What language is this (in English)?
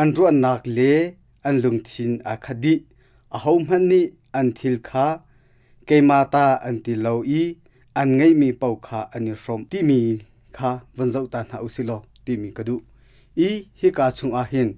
Hakha Chin